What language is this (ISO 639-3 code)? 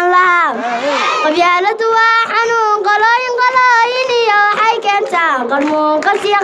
som